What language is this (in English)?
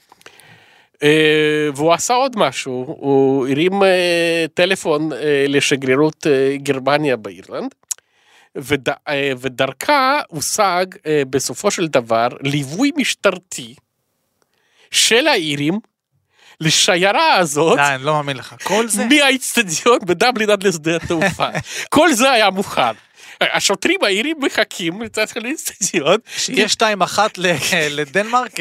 Hebrew